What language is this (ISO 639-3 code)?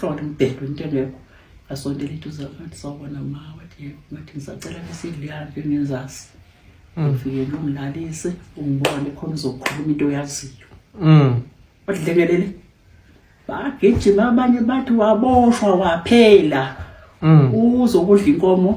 zul